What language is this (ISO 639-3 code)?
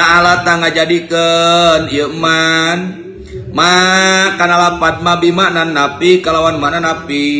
sun